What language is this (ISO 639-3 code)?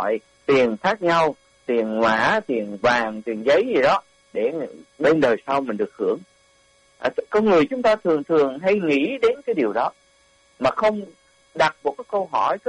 vie